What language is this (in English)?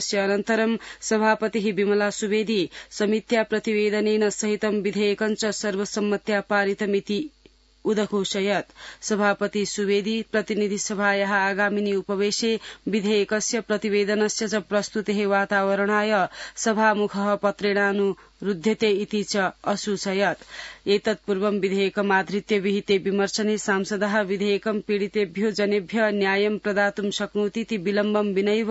Sanskrit